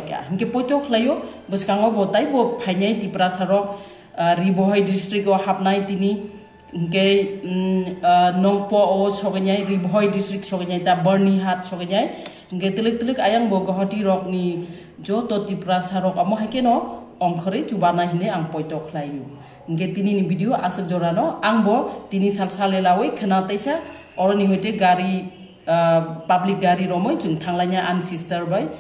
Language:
Kok Borok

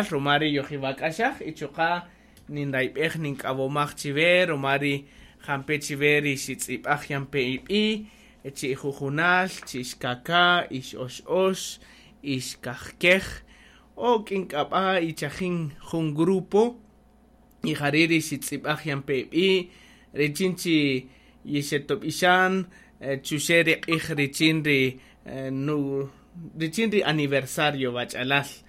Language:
Kaqchikel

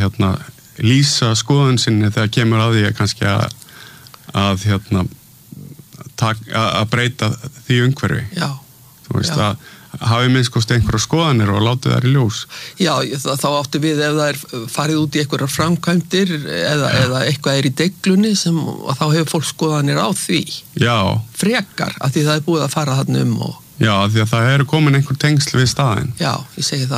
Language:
Icelandic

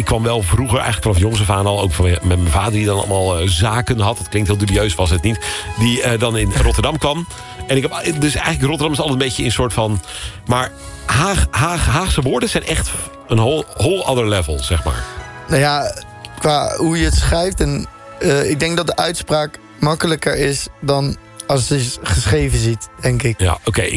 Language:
Dutch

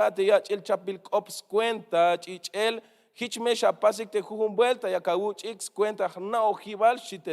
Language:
Tzeltal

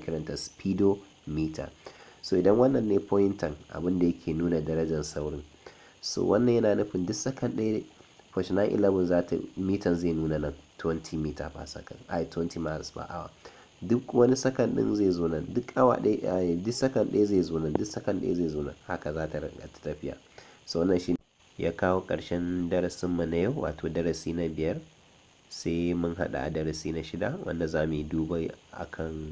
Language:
Hausa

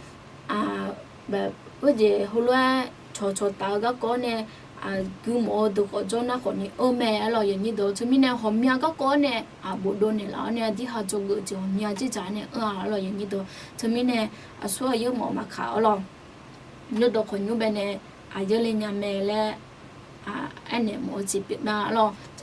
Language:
Akha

